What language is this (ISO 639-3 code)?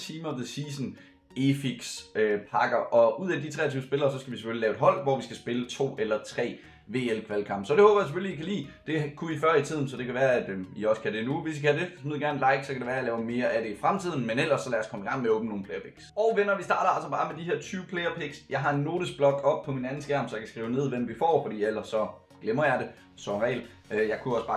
dan